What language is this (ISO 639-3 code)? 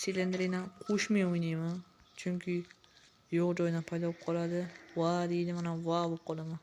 uzb